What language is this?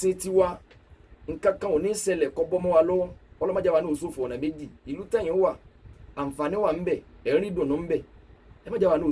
Yoruba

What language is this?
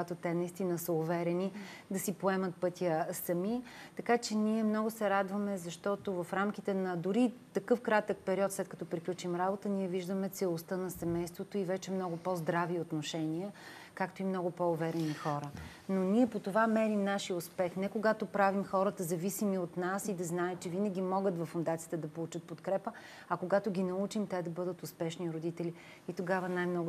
Bulgarian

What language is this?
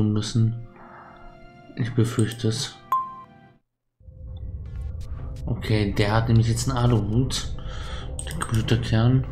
German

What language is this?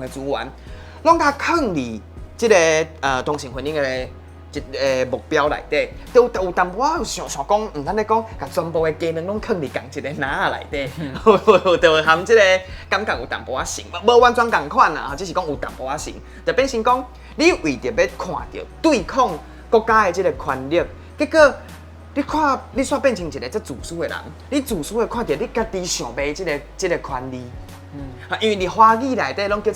Min Nan Chinese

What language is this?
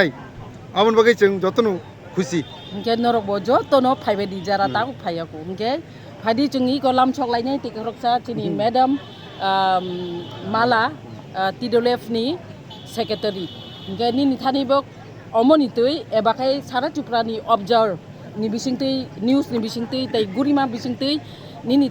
Kok Borok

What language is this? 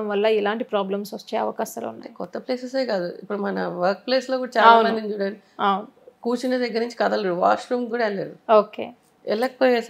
Telugu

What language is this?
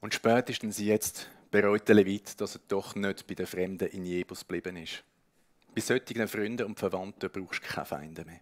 Swiss German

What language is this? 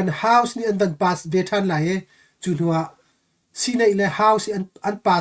Hakha Chin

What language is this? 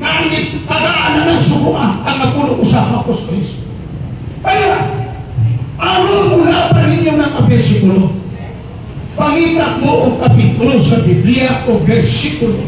Cebuano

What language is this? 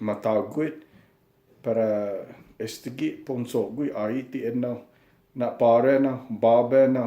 Chamorro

